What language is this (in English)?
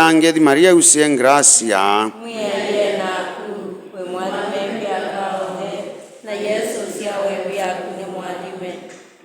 Kamba